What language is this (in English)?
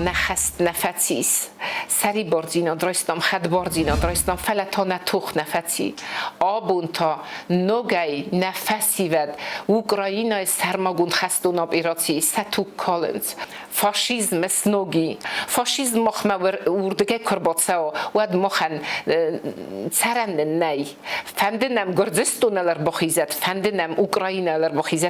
Ossetic